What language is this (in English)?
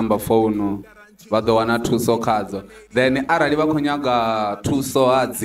Venda